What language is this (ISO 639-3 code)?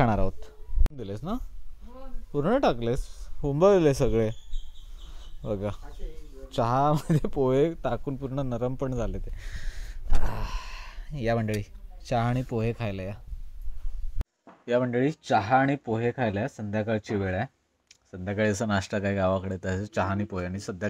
mar